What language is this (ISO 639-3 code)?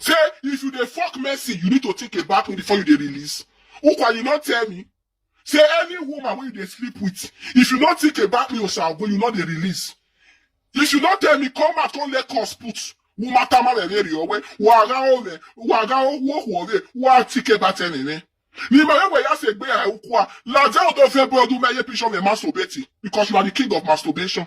pcm